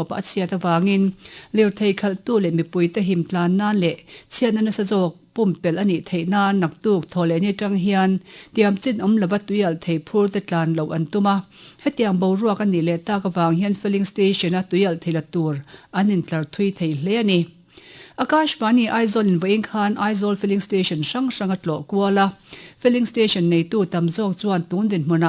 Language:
Mizo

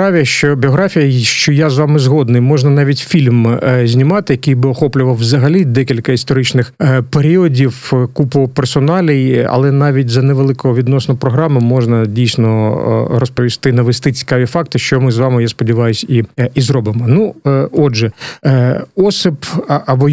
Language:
Ukrainian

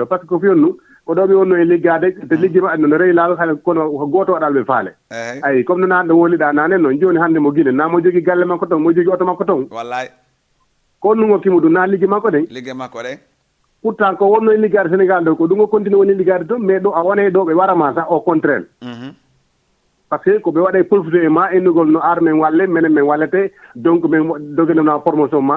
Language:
Fula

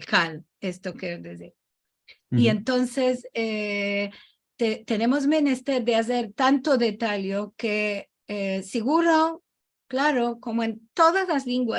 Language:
Ladino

